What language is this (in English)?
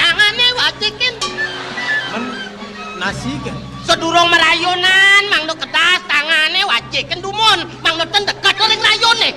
Balinese